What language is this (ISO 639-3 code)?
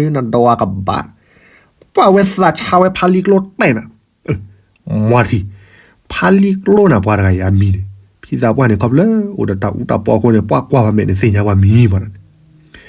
ksw